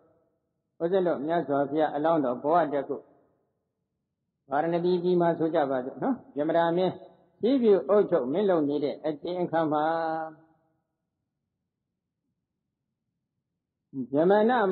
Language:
Burmese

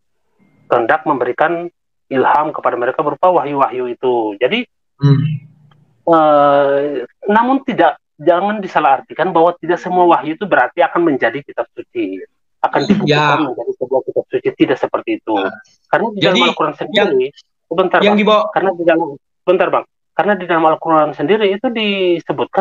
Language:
Indonesian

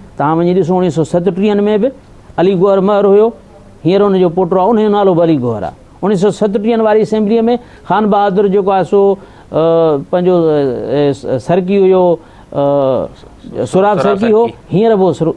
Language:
Sindhi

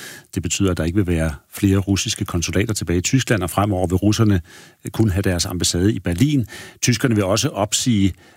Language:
Danish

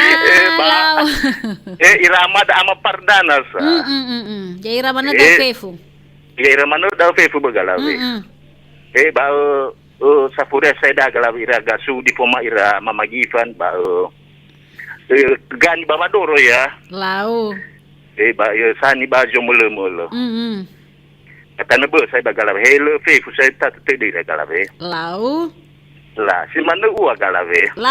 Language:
Nias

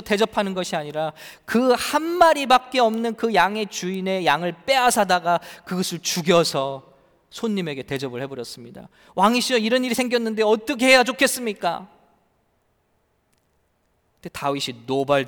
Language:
Korean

